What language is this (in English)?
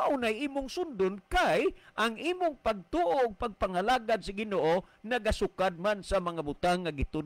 Cebuano